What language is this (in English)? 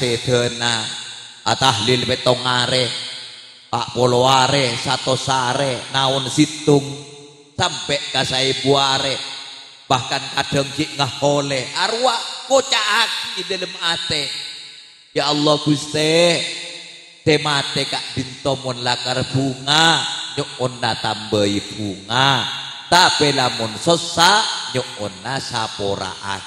Madurese